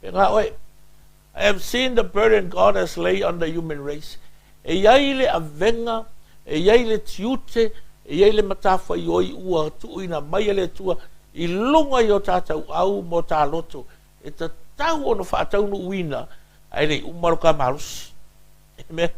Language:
Samoan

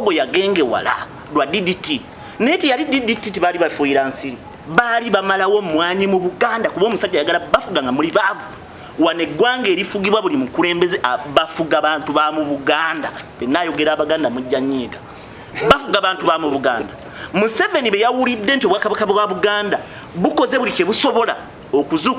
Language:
Ganda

